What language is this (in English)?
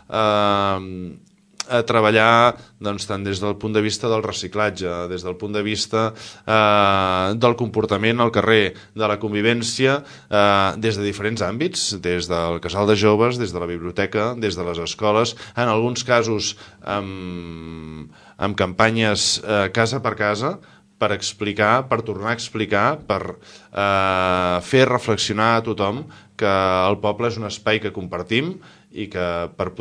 Catalan